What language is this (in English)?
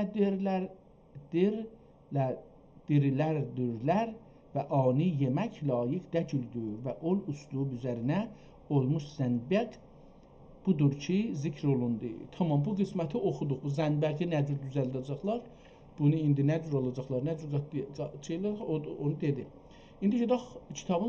South Azerbaijani